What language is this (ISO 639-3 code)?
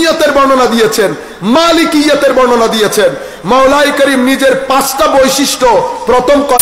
ben